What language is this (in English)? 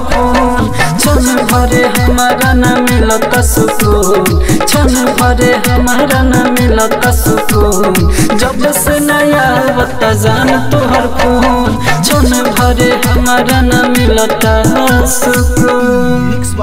Bhojpuri